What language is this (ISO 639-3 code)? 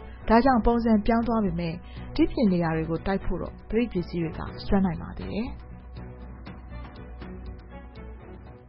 mya